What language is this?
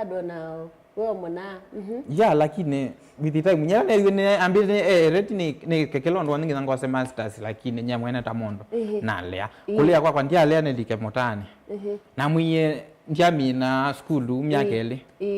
Kamba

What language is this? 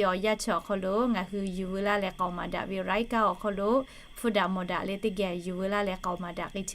Lahu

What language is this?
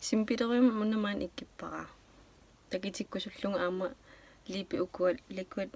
Kalaallisut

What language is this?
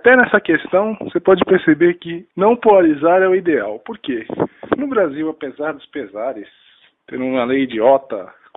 Portuguese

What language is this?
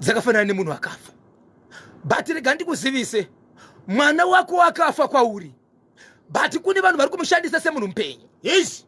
Shona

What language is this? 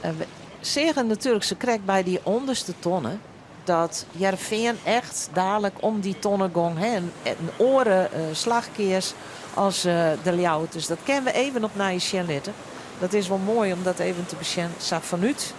Western Frisian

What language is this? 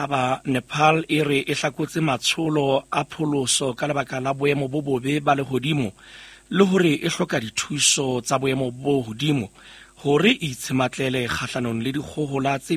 Southern Sotho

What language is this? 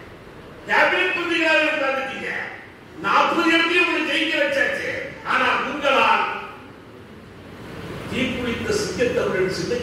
Tamil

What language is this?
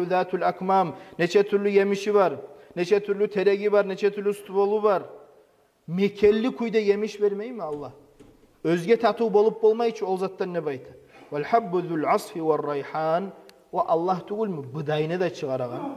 Kumyk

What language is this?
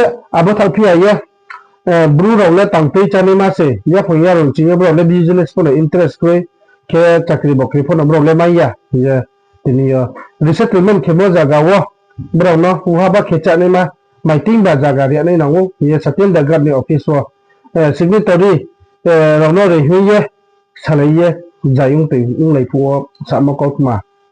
Riang (India)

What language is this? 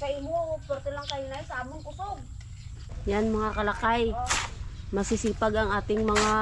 Iloko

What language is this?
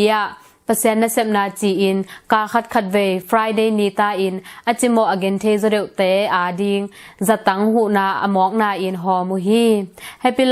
Tedim Chin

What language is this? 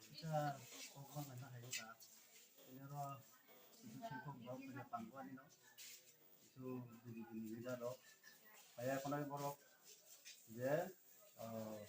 Kok Borok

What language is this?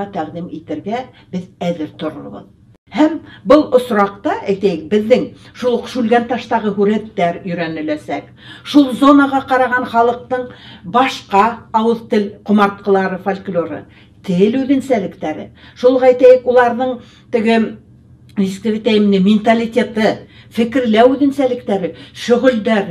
Bashkir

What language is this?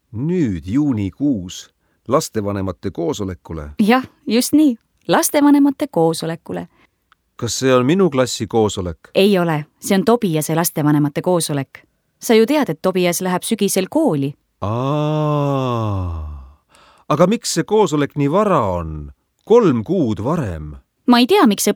Estonian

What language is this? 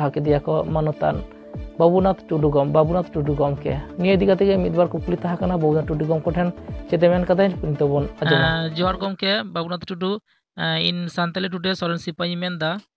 Santali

